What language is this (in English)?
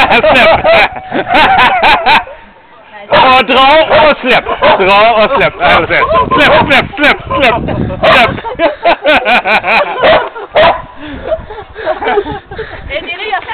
Norwegian